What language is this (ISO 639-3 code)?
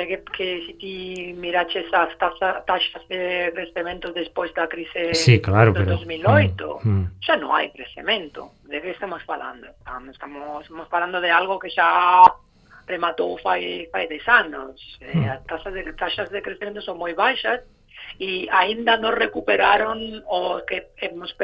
glg